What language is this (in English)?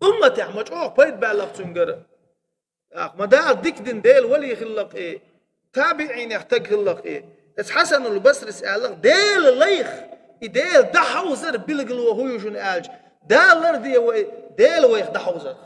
Chechen